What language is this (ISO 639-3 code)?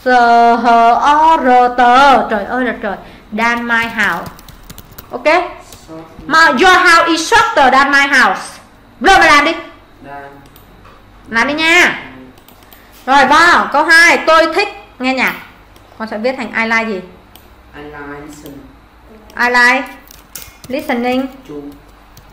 vie